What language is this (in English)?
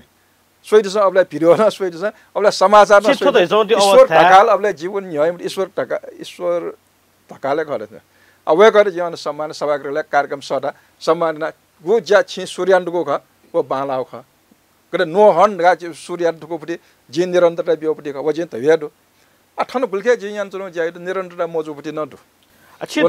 Newari